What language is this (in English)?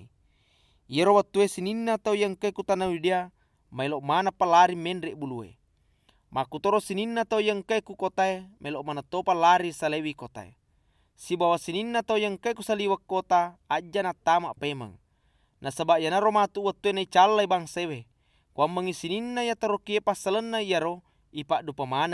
Buginese